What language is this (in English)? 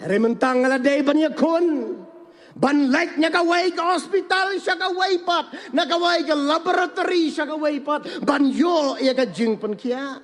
Khasi